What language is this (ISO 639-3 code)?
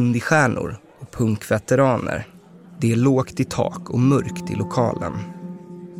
swe